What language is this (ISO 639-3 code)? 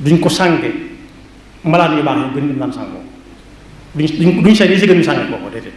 wol